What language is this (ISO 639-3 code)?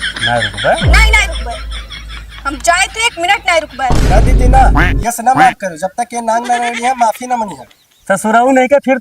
awa